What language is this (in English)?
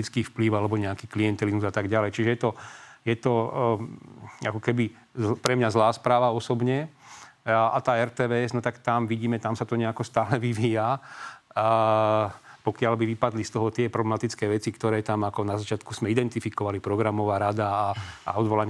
Slovak